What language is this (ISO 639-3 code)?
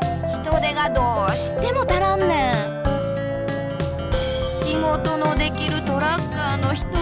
jpn